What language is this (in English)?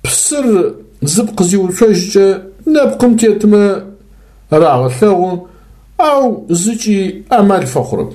Adyghe